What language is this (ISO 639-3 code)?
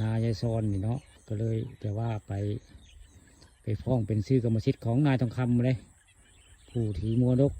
tts